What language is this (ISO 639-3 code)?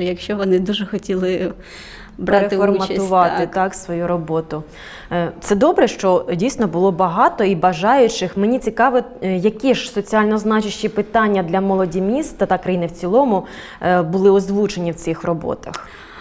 ukr